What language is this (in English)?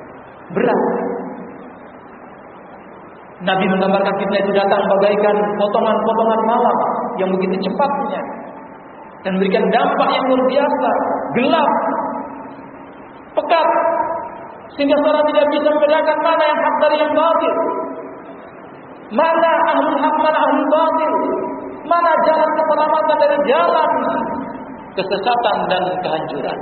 Indonesian